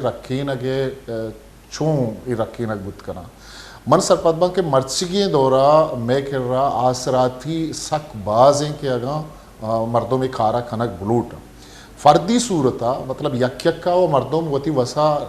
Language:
Baluchi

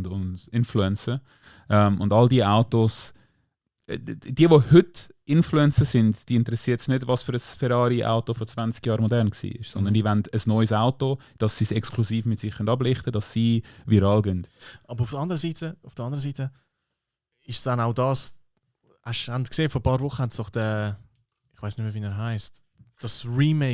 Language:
Swiss German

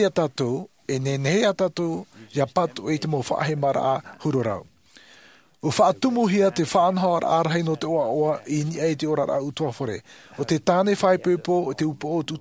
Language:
Tahitian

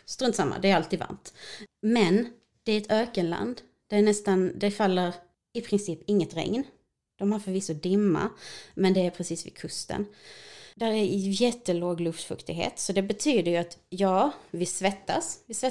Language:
Swedish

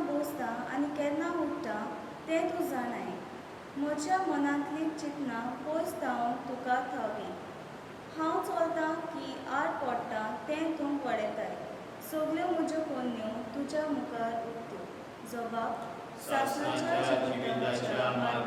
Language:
Konkani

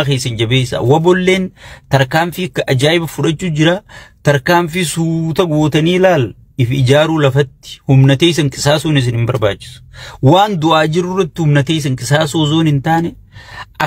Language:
Oromo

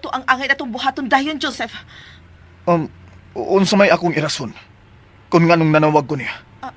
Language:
Cebuano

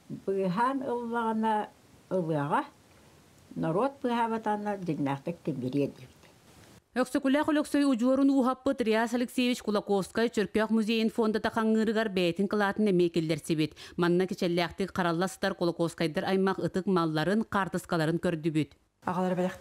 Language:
Yakut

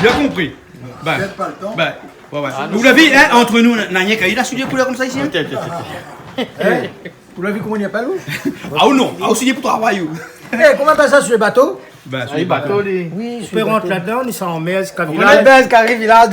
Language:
Réunion Creole French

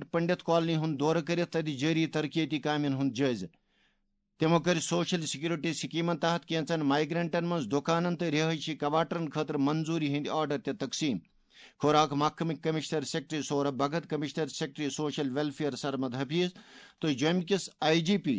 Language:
Kashmiri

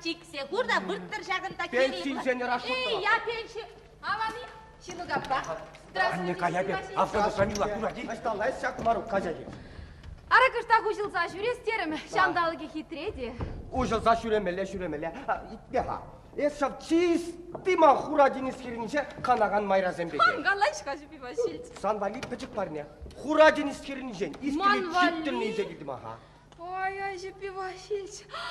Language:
Chuvash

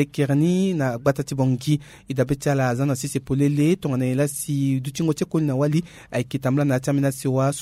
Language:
Sango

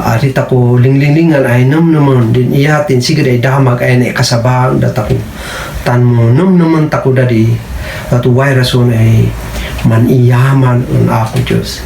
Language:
Kankanaey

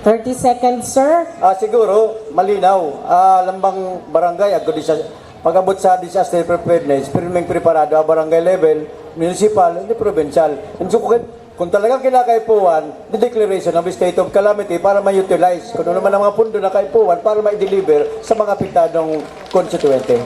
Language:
Bikol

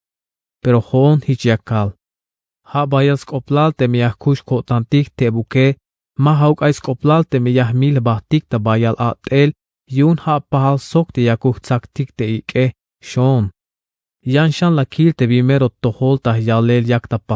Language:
Tzeltal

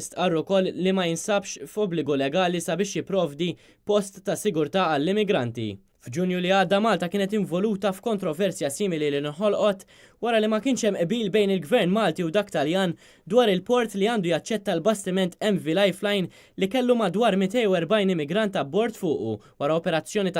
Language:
Maltese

